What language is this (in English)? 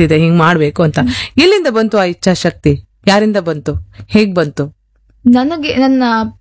Kannada